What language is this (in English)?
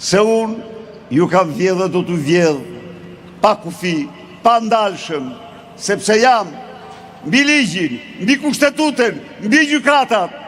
Albanian